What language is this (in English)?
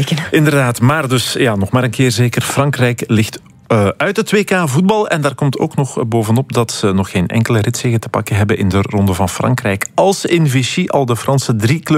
Dutch